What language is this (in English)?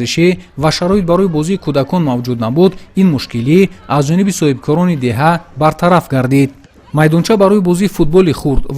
Tajik